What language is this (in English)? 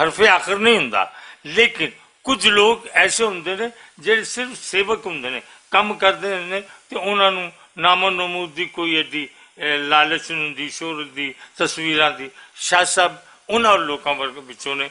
Western Panjabi